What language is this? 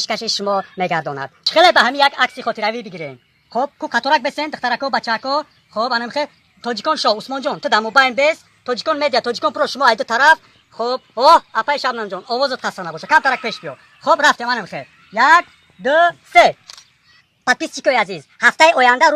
Tajik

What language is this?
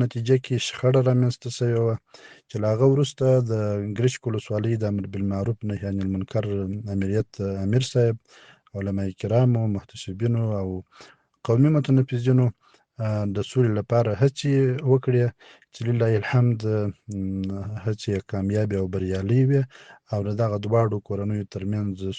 Pashto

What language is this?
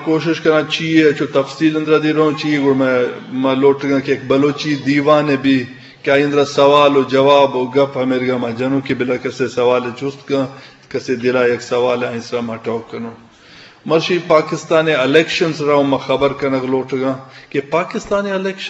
Eastern Balochi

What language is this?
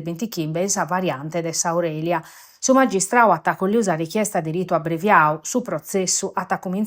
Sardinian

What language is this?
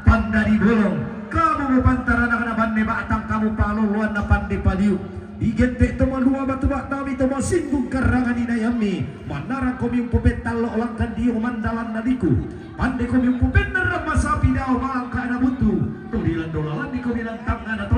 Toraja-Sa'dan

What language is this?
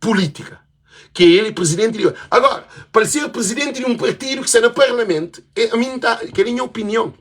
Kabuverdianu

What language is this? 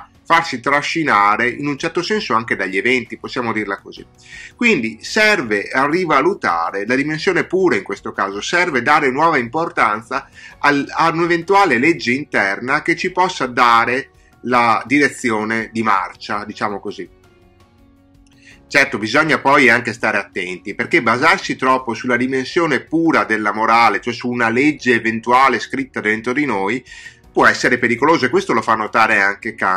Italian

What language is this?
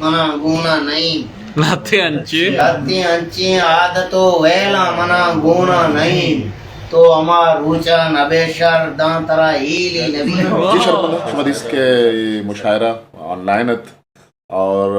Eastern Balochi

